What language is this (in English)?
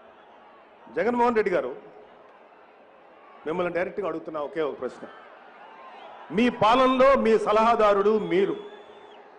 Telugu